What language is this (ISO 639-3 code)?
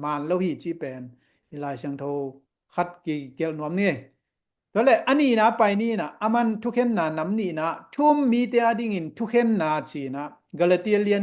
ctd